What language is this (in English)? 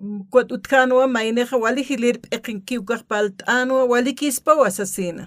Aymara